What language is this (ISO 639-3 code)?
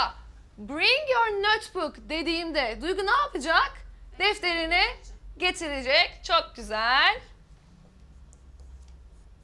tur